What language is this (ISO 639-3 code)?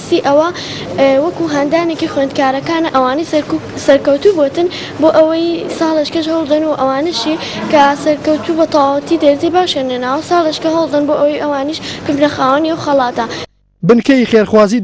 ckb